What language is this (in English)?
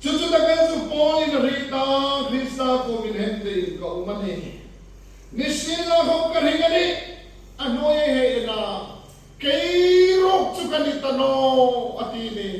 Hmar